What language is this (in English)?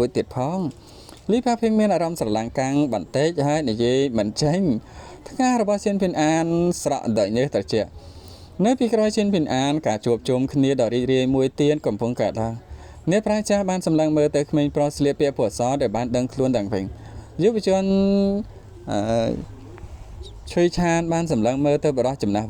Khmer